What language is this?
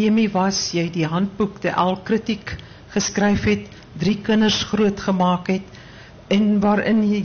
Afrikaans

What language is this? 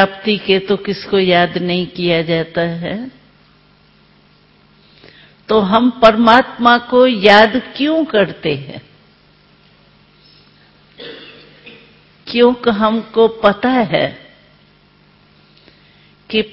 Hindi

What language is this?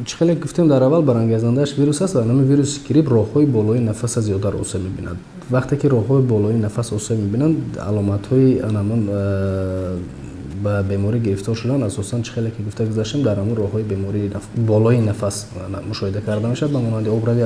Tajik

